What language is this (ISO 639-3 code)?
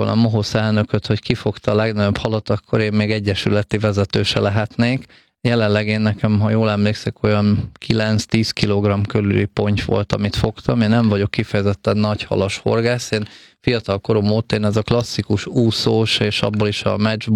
hun